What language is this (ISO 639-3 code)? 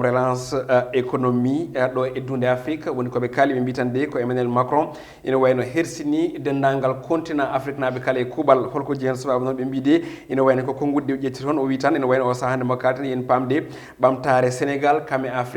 ful